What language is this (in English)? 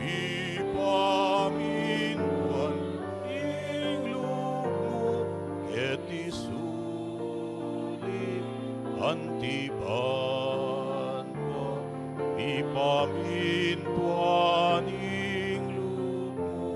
Pampanga